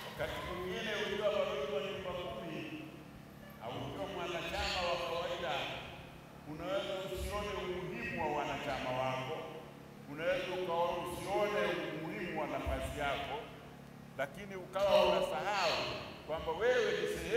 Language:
Swahili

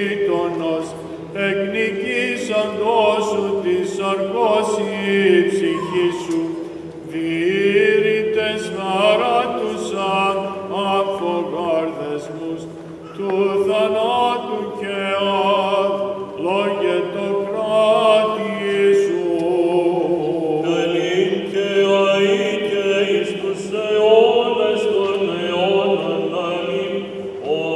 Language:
Greek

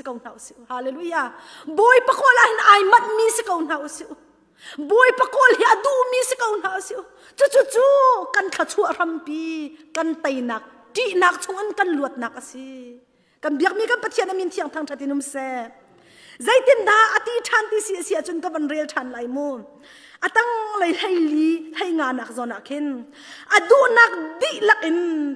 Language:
Hakha Chin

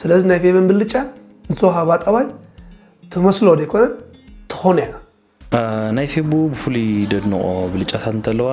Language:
Tigrinya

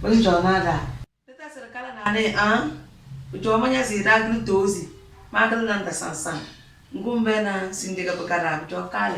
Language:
Tem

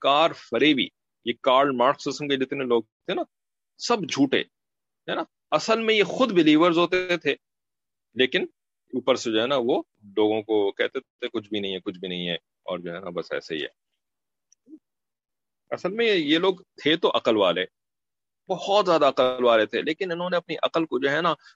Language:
Urdu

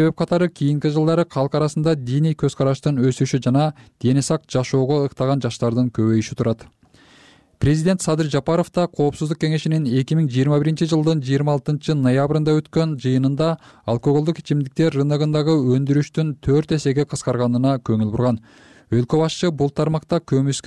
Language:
Kyrgyz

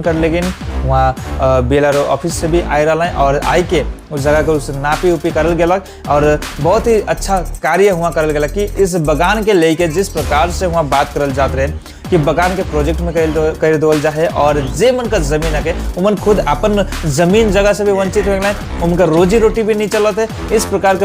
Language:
Sadri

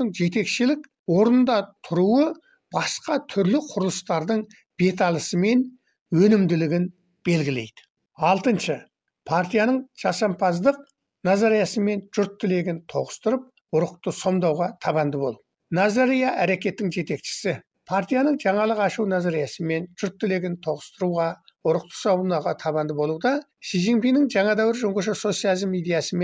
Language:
Kazakh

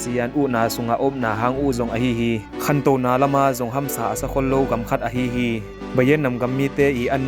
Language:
Tedim Chin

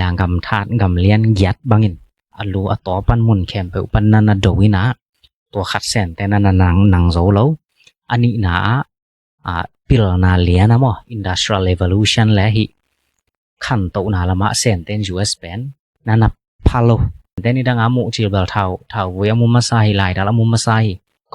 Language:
Tedim Chin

